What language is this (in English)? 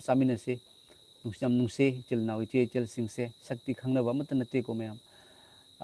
Manipuri